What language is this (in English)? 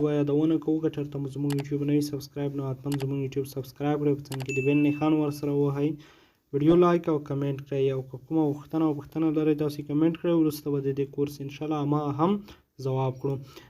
Pashto